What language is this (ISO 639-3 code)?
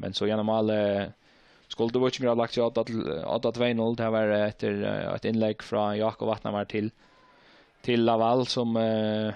fao